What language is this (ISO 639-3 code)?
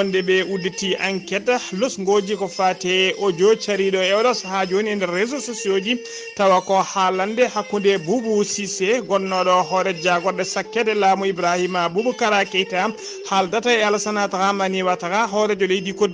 ful